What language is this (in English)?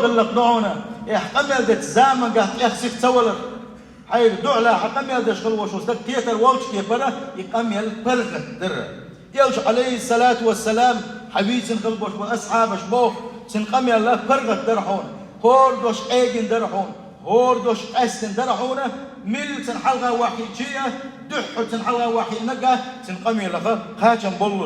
Chechen